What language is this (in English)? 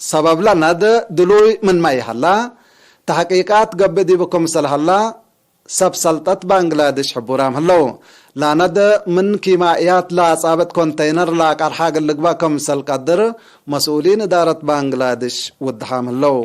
Tigre